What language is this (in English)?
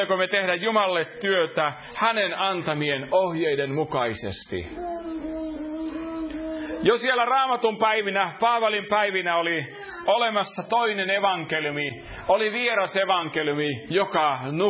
Finnish